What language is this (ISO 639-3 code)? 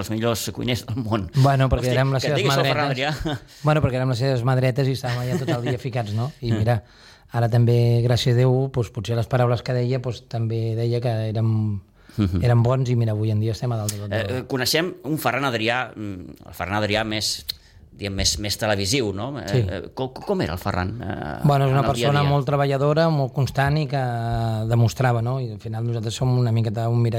cat